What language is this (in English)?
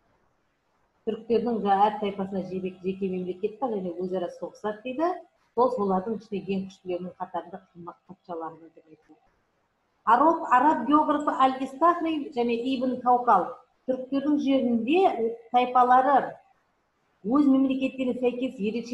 Kazakh